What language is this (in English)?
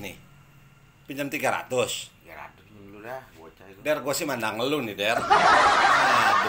Betawi